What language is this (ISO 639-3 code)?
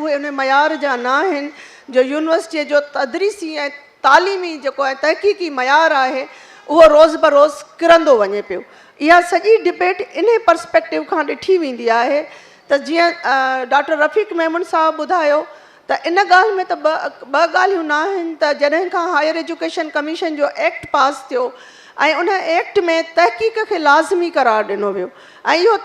snd